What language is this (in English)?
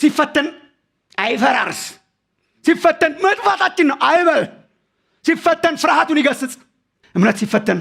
Amharic